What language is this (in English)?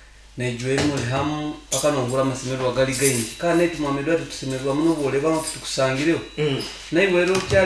Nyoro